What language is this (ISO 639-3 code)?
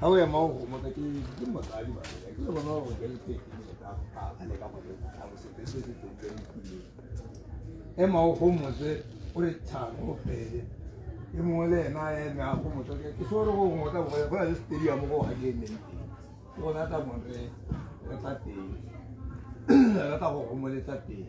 tsn